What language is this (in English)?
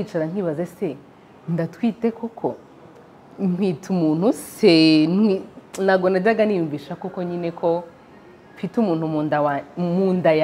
Kinyarwanda